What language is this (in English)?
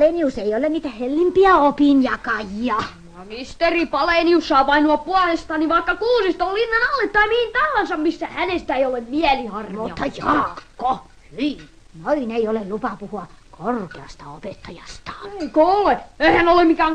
Finnish